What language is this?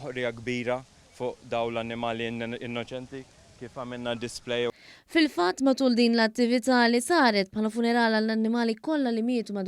Maltese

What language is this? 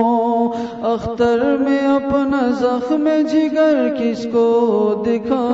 Urdu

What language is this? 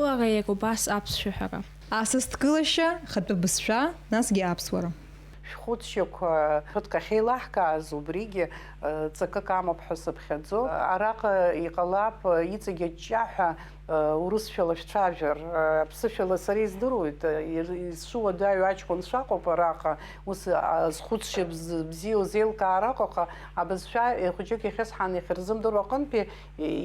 Abkhazian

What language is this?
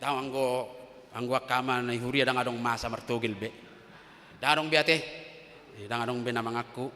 Batak Toba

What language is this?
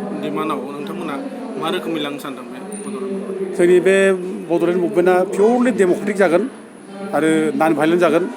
Bodo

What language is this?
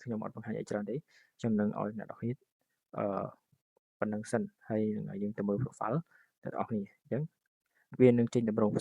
Khmer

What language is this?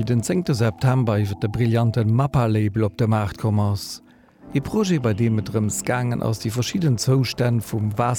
Luxembourgish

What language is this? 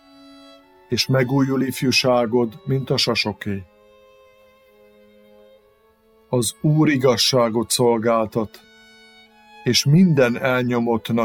Hungarian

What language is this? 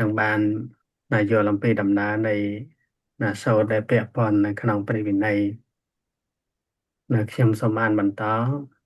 Khmer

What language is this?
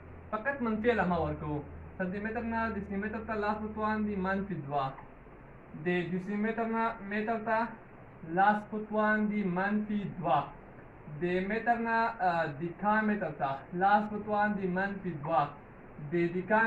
Pashto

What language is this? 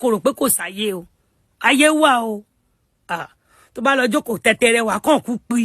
Yoruba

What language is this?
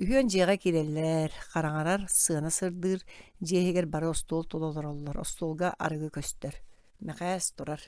Yakut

